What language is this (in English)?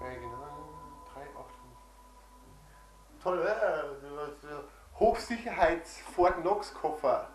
Bavarian